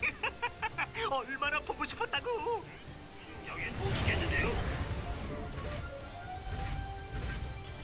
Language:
Korean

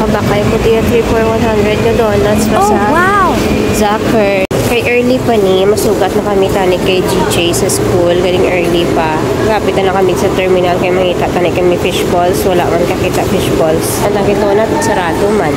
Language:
Hiligaynon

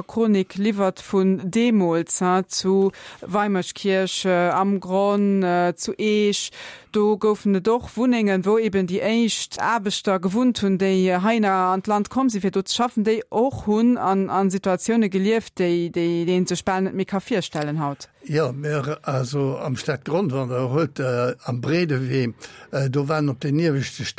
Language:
Luxembourgish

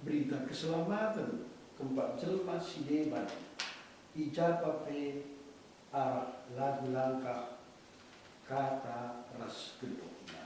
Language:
Batak Karo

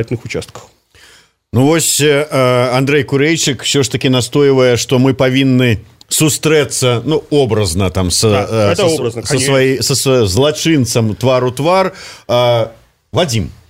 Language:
Belarusian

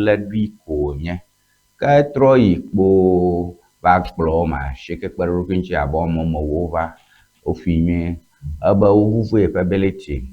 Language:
Ewe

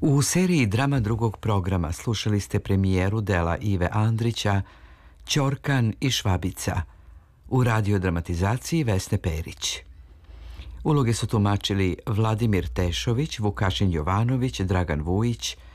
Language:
Serbian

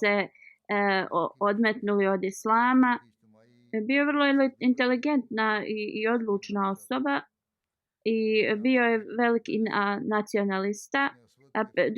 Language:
Bosnian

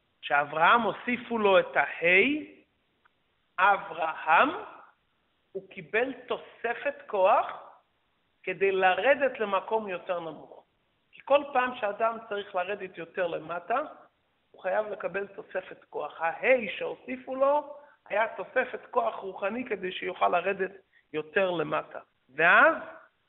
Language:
Hebrew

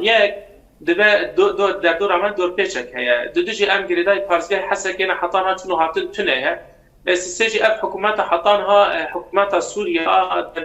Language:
Kurdish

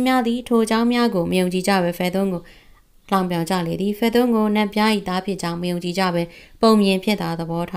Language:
Burmese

